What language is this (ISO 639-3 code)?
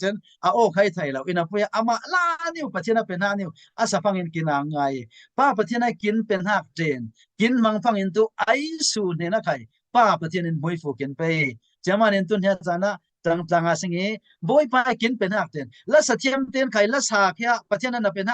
cfm